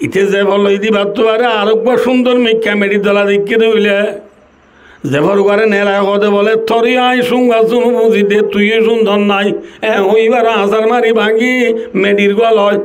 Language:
Rohingya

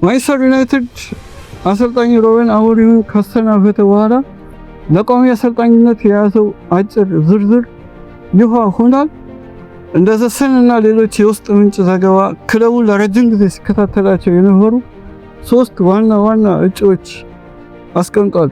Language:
Amharic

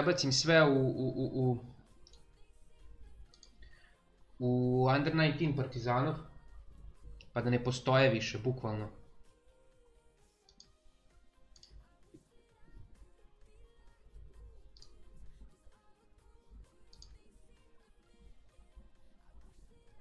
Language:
Serbian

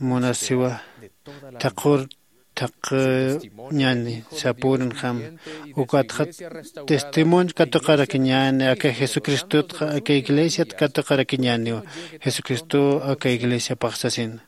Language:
Aymara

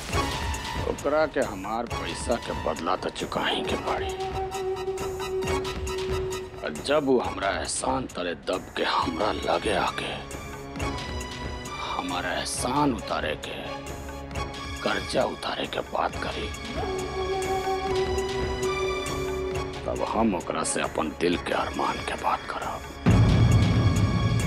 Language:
Bhojpuri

